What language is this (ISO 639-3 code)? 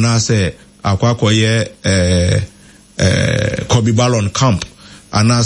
aka